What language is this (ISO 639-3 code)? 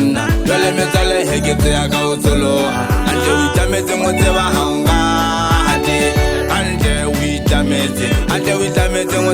sot